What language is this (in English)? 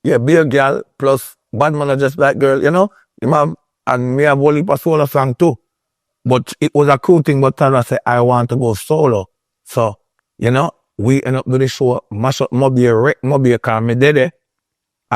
Jamaican Creole English